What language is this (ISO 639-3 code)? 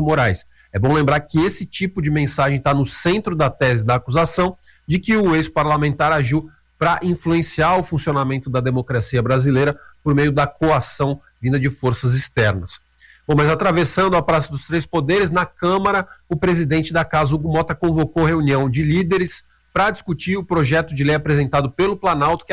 por